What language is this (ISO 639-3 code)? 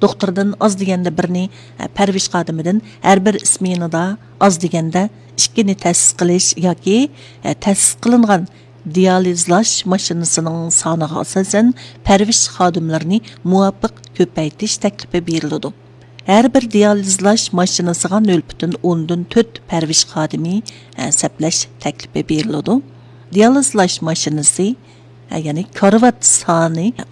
uig